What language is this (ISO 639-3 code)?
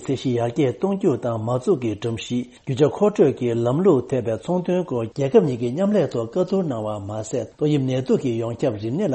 bod